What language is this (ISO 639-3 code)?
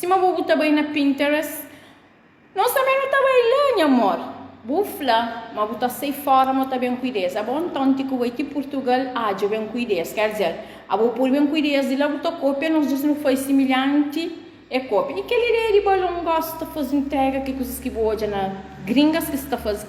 kea